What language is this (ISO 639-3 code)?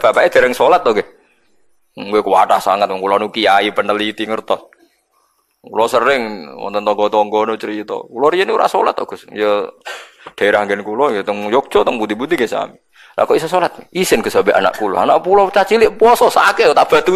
jav